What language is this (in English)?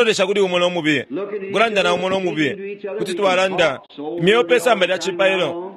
Bemba